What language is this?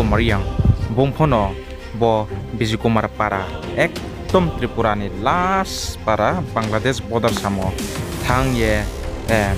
Riang (India)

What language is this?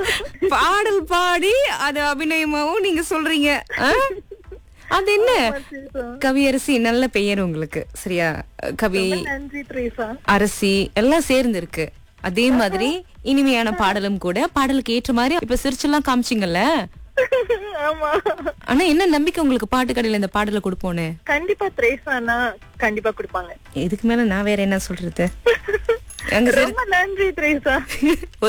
Tamil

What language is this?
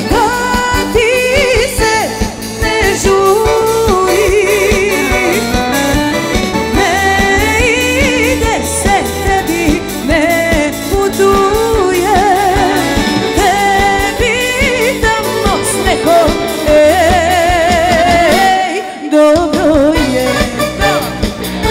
Serbian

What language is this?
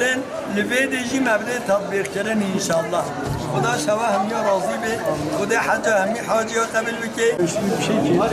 Kurdish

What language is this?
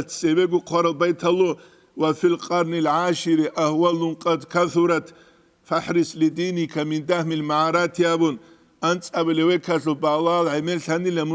Avaric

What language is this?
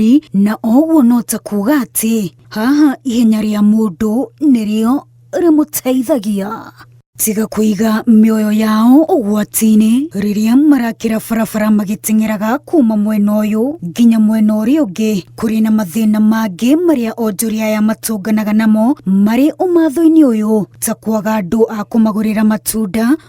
Kikuyu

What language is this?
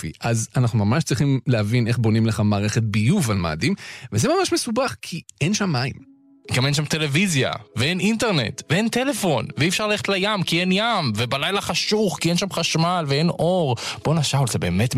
Hebrew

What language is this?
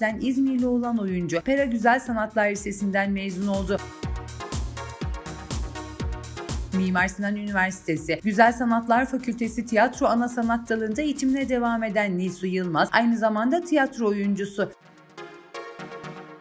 Turkish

